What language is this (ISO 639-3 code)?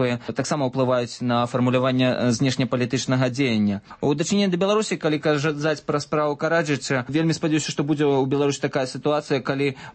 bel